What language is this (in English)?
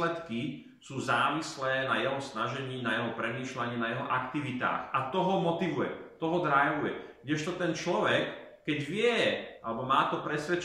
Slovak